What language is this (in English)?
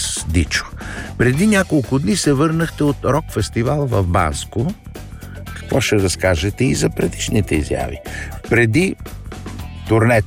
Bulgarian